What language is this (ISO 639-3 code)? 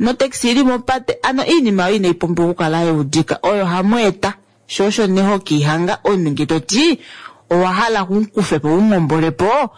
kua